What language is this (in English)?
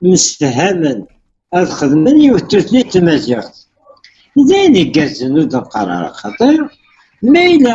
Kabyle